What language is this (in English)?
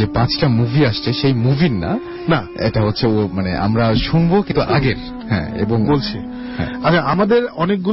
Bangla